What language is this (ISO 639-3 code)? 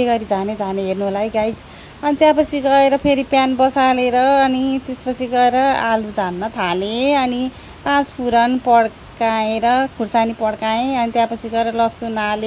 nep